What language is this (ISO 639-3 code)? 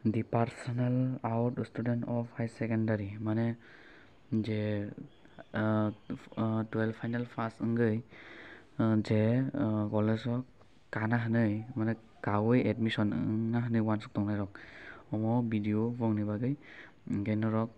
trp